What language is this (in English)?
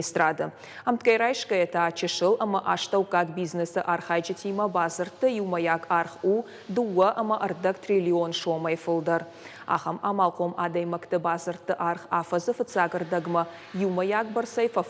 Ossetic